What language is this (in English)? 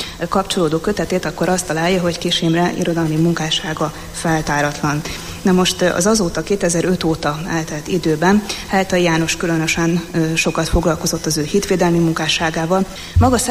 Hungarian